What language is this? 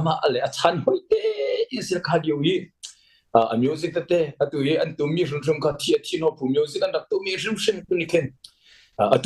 Hakha Chin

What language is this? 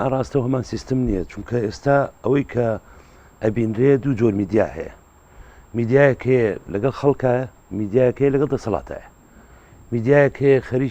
Central Kurdish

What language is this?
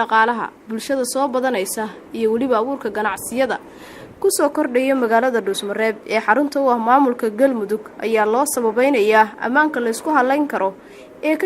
Somali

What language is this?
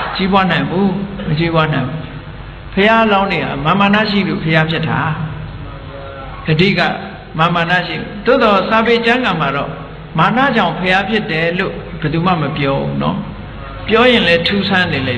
Burmese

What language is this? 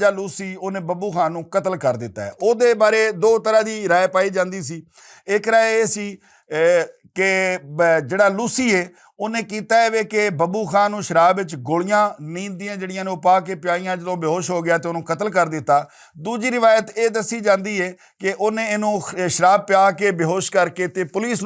Western Panjabi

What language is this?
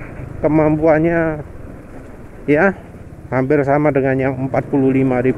Indonesian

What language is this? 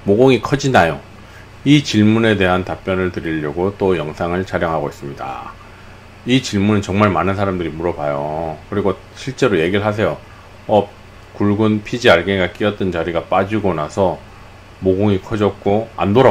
Korean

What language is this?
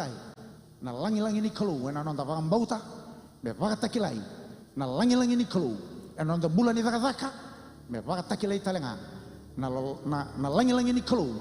Fijian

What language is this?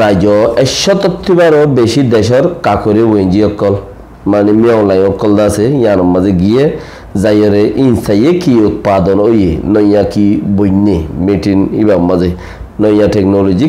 Rohingya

